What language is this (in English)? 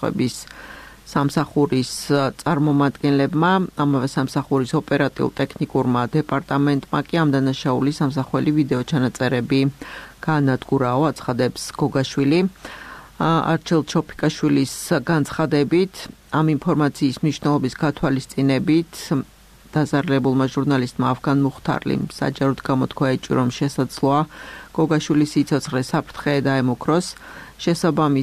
Georgian